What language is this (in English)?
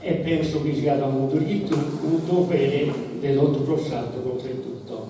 Sardinian